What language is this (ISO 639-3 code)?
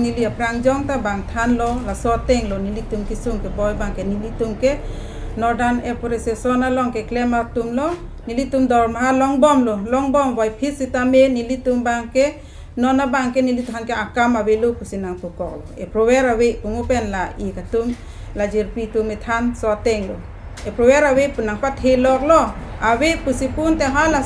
mjw